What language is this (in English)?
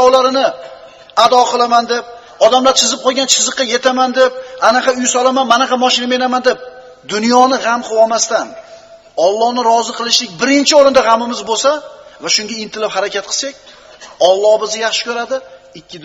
Uzbek